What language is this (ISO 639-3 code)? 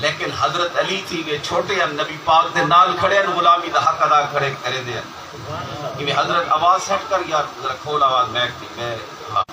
skr